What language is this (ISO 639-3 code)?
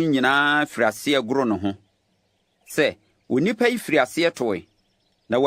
aka